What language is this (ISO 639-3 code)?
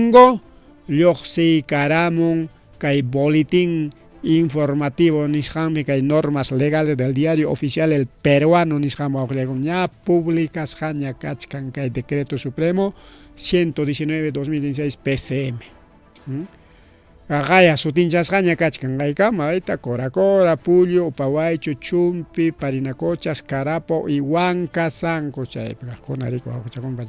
quy